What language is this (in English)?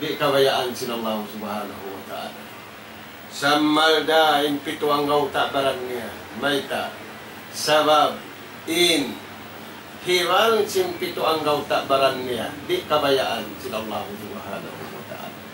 Tausug